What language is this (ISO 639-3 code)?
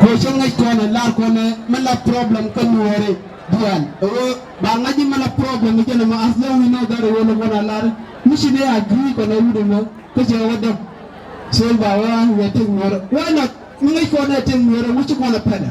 nus